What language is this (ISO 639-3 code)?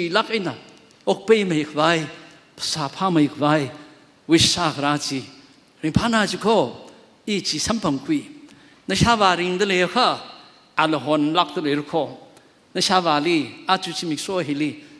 nmf